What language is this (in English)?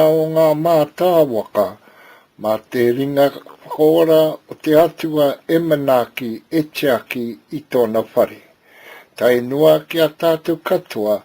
Māori